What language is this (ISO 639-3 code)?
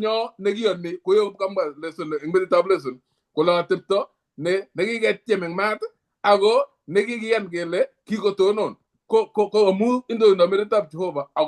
kln